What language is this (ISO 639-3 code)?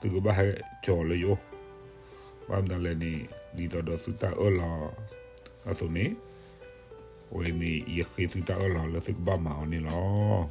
ksw